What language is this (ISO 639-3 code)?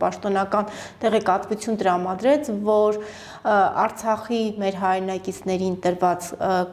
hye